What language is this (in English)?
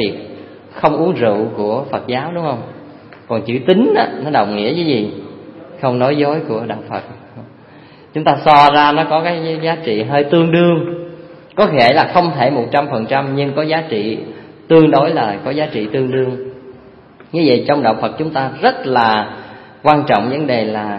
Vietnamese